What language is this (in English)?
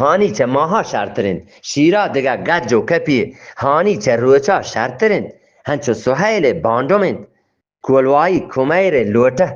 Eastern Balochi